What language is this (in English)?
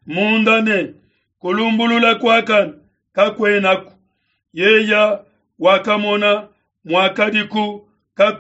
Luba-Lulua